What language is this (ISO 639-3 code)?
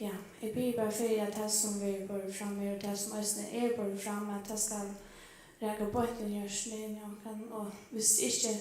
fao